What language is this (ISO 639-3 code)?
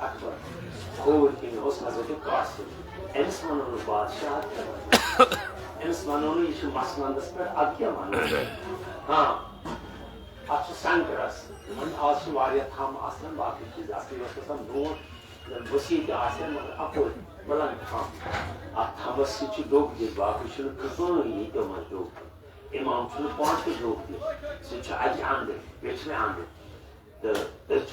kas